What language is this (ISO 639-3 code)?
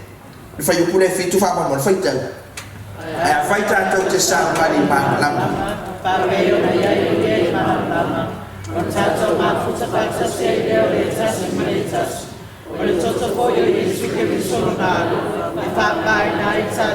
smo